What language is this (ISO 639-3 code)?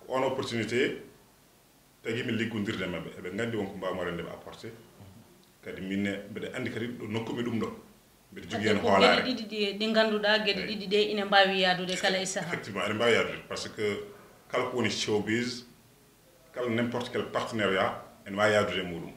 ful